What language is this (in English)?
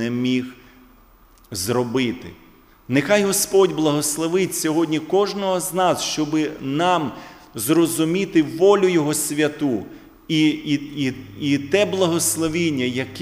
Ukrainian